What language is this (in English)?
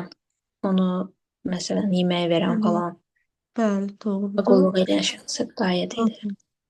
Azerbaijani